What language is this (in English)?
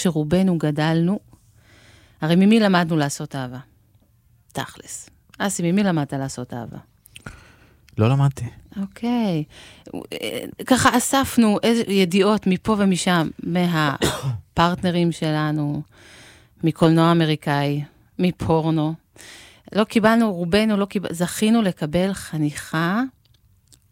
Hebrew